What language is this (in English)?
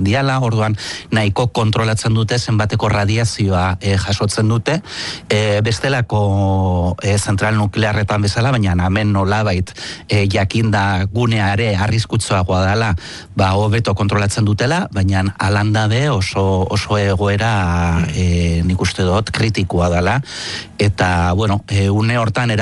Basque